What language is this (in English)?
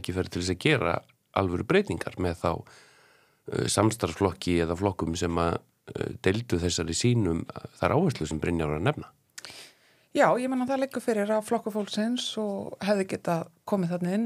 Icelandic